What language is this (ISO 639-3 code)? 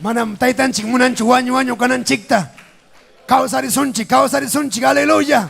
quy